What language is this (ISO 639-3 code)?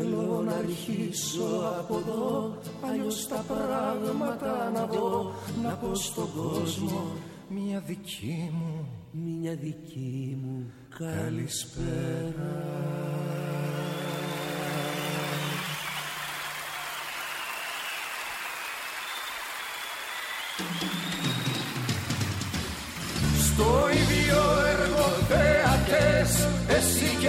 ell